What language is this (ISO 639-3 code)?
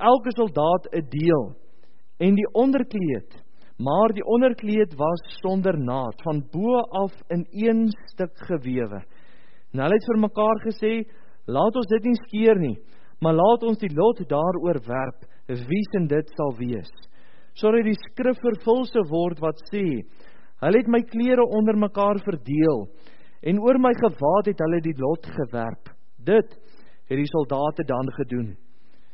afr